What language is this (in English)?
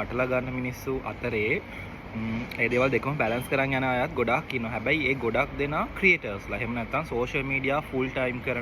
Sinhala